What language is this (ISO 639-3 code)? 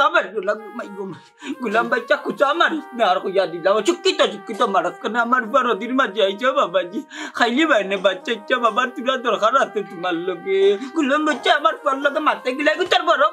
syl